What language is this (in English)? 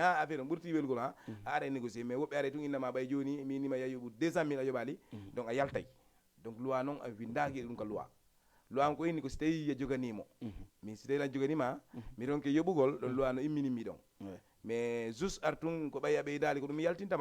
Fula